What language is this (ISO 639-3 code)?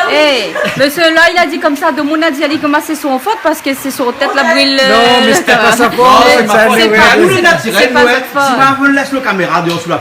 rcf